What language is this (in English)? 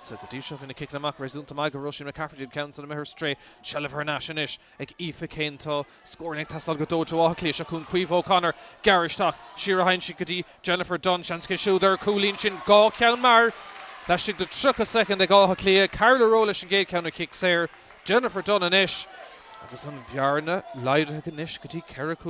Irish